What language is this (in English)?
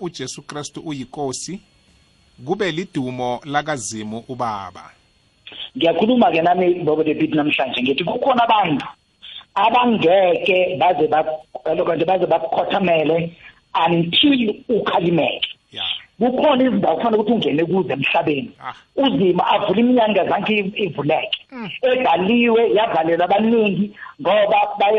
South Ndebele